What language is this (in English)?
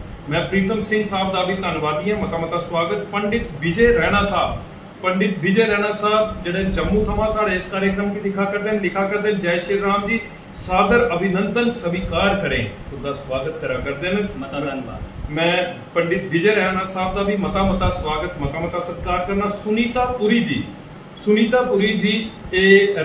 Dogri